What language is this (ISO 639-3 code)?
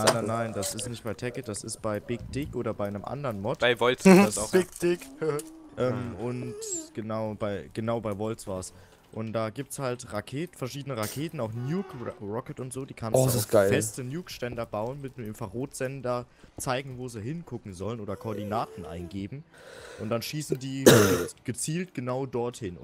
deu